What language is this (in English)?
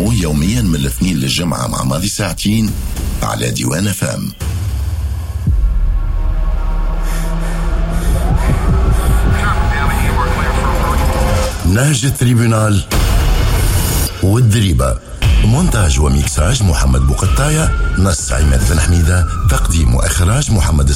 Tunisian Arabic